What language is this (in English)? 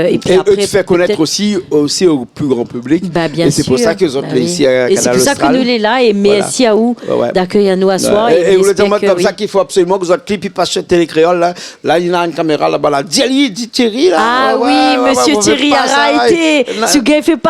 Réunion Creole French